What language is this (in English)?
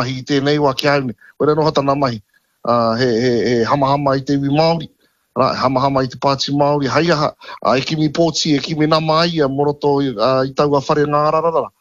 Māori